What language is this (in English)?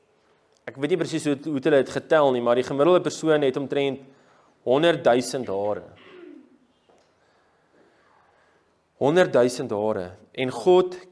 Afrikaans